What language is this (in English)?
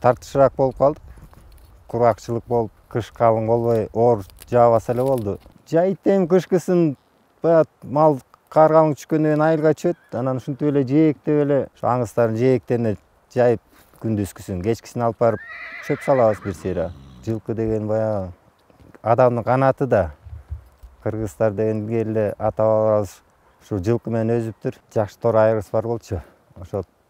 Kyrgyz